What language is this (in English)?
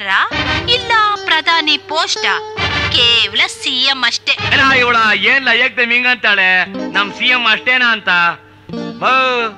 Kannada